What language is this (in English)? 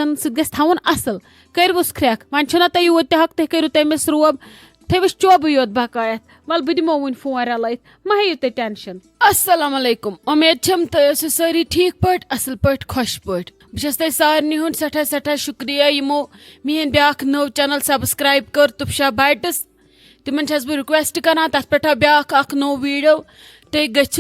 Kashmiri